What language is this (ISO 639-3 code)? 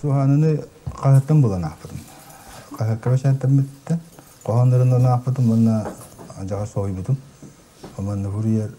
sah